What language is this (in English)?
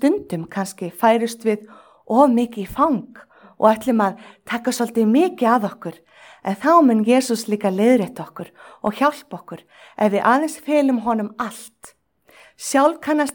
Icelandic